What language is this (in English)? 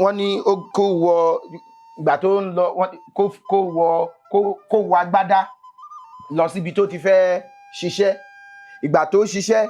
Yoruba